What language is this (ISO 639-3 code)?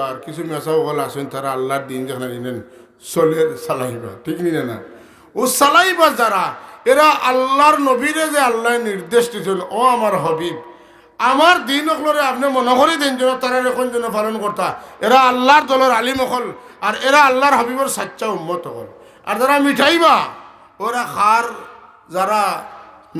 syl